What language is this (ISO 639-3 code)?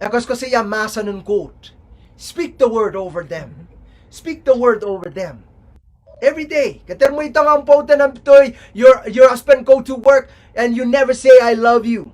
pon